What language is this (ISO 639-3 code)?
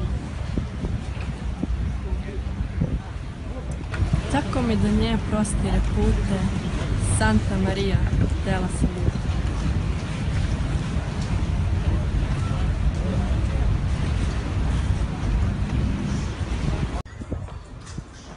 srp